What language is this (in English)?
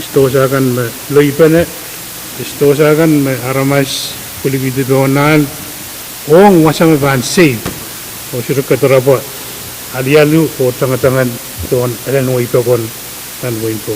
Pohnpeian